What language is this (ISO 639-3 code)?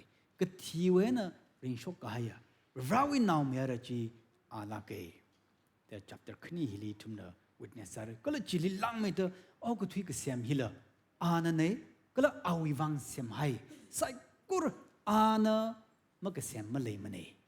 nmf